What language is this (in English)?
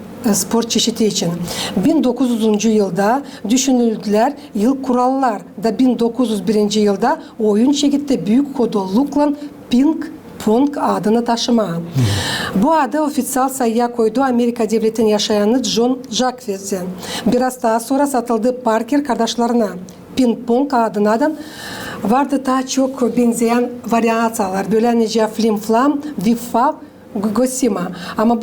Gagauz